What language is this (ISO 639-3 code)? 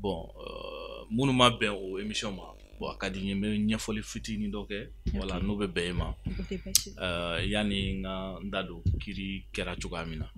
bam